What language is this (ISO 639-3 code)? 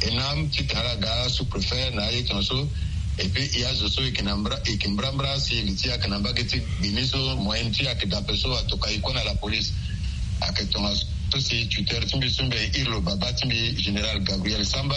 sag